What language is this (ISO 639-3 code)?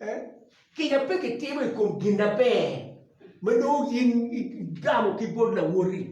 ach